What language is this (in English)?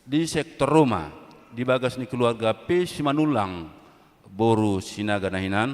Batak Toba